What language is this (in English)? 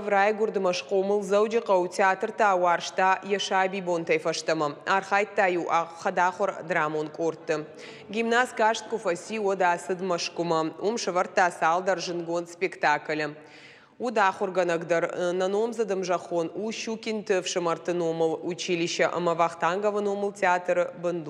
Ossetic